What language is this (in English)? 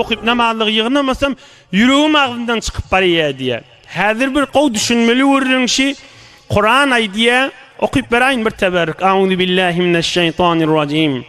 Turkmen